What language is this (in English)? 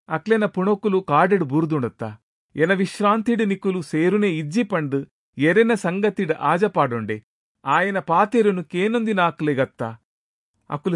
Tulu